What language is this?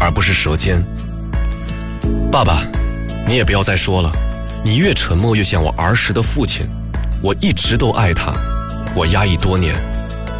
Chinese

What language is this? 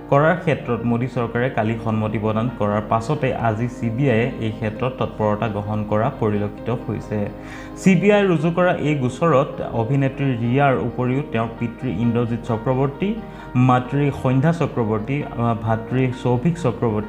Assamese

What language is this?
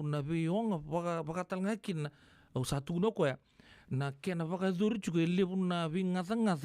Fijian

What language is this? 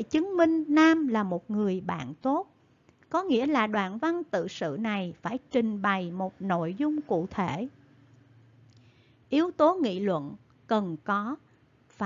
Vietnamese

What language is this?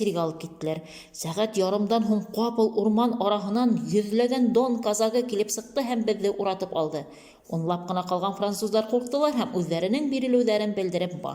Bashkir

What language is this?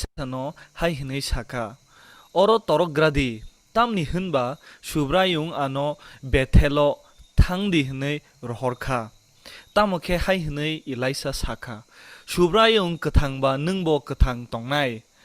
Kok Borok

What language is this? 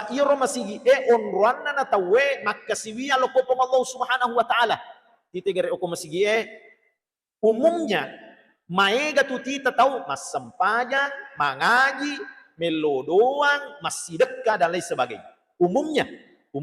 Buginese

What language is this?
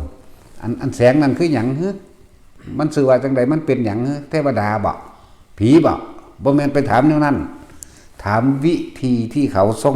Northeastern Thai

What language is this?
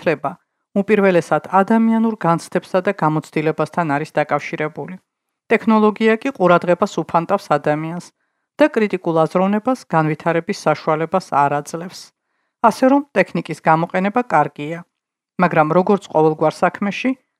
Georgian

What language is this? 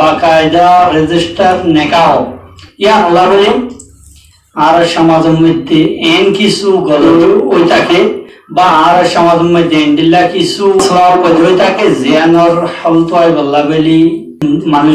Rohingya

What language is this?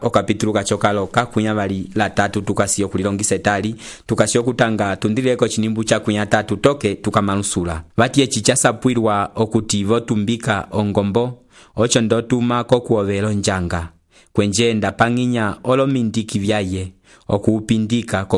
Umbundu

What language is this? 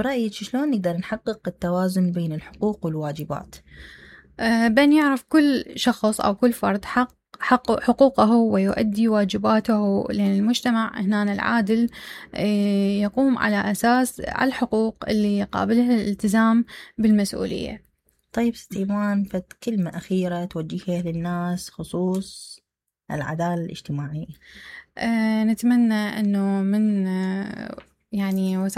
Mesopotamian Arabic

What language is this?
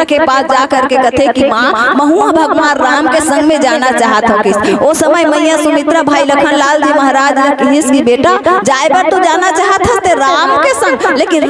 Chhattisgarhi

